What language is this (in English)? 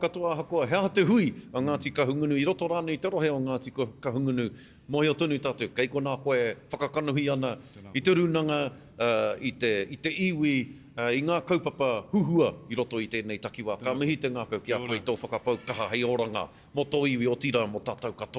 Māori